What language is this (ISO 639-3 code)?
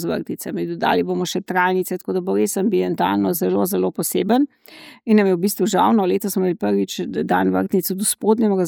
slv